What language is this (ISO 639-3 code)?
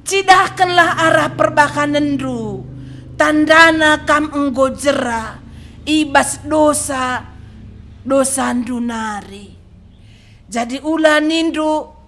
btx